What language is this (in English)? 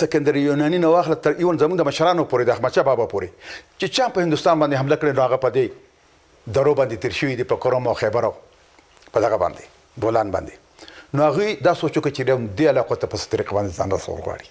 Pashto